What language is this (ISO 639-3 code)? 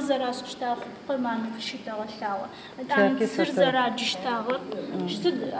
ady